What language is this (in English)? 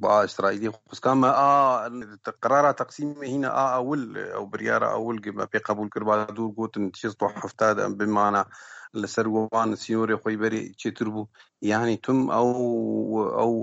Kurdish